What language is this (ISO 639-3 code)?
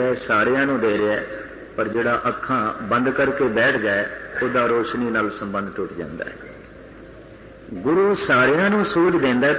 pan